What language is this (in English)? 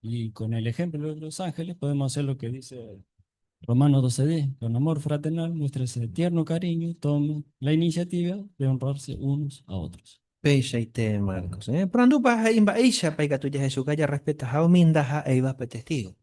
Guarani